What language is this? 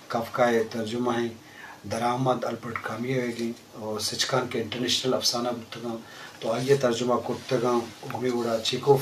Eastern Balochi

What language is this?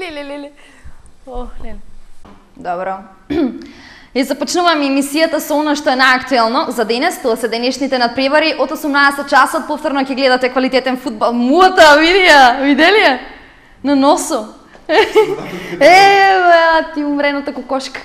Macedonian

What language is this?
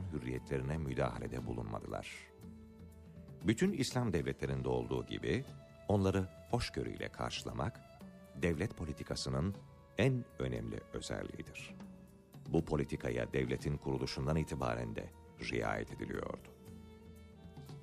Turkish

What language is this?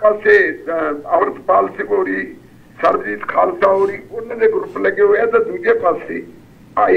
Punjabi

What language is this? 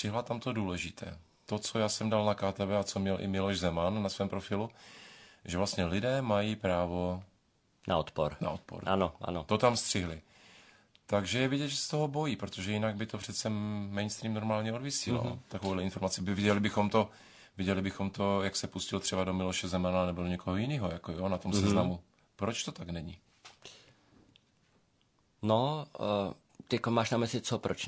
Czech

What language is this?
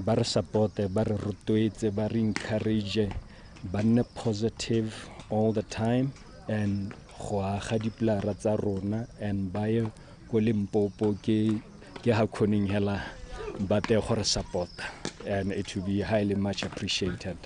Tswana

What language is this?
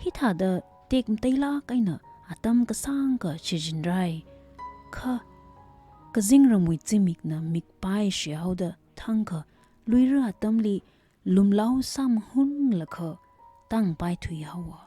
Tangkhul Naga (India)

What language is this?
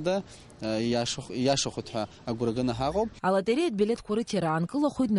Abkhazian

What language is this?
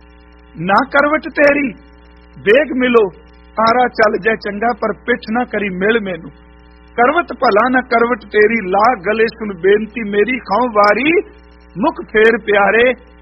Punjabi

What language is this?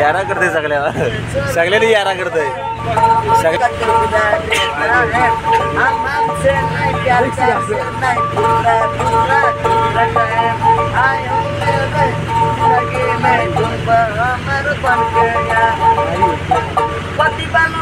Marathi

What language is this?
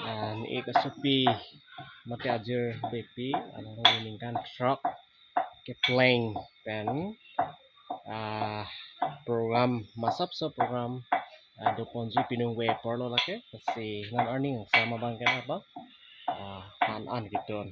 Karbi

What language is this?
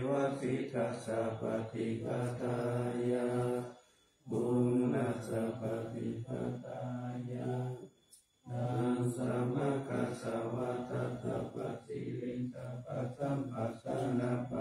Pali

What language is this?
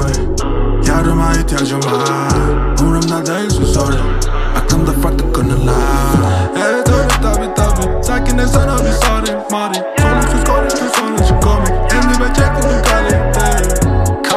Turkish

